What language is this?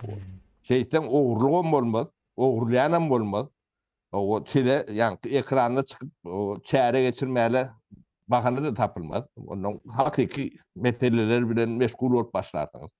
Turkmen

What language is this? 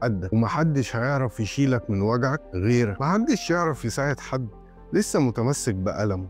Egyptian Arabic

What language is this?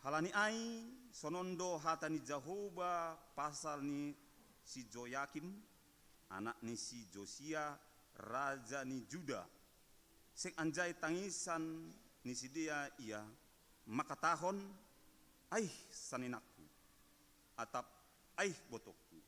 Batak Simalungun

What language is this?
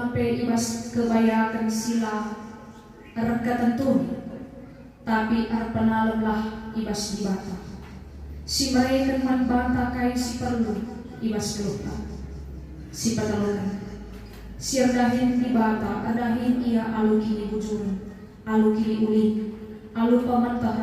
Batak Karo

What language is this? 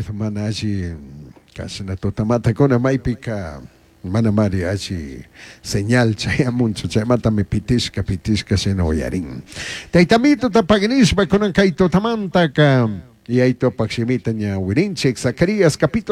Chimborazo Highland Quichua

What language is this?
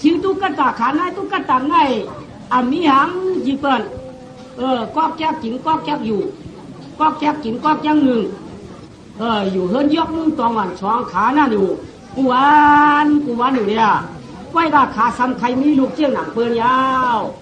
Shan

